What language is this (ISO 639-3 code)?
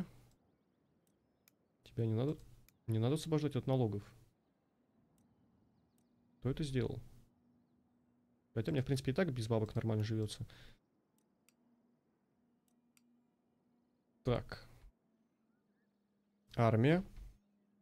rus